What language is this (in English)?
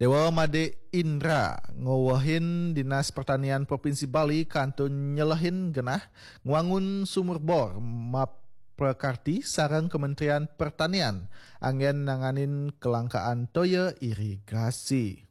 Balinese